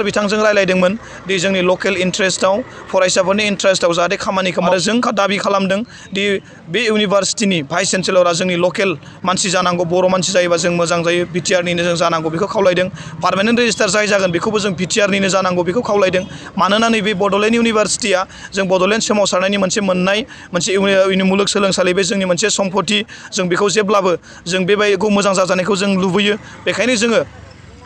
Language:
Bodo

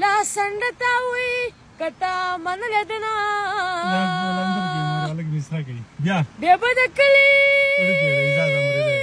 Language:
Pashto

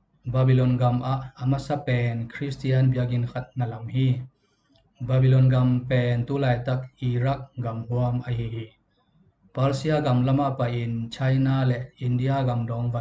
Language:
Tedim Chin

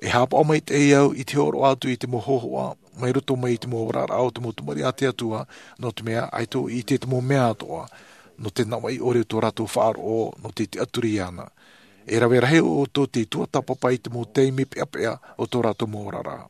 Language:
Tahitian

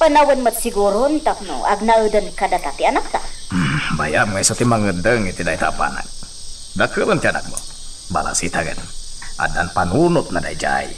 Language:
Iloko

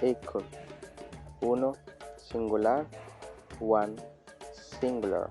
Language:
Bribri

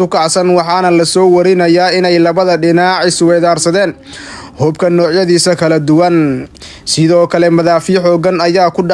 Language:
Somali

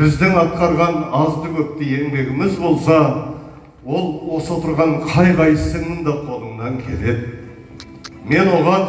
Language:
Kazakh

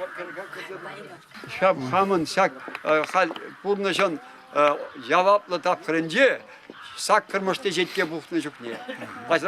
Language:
Chuvash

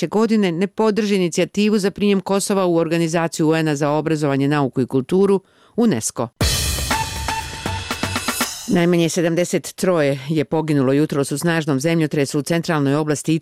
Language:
Bosnian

